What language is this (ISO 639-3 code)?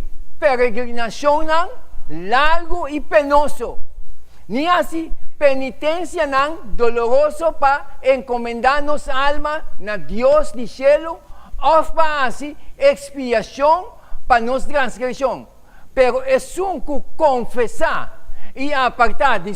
pap